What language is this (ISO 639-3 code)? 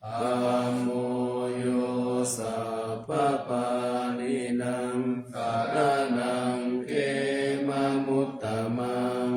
pli